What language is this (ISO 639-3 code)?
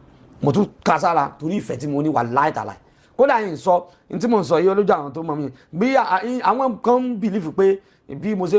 yor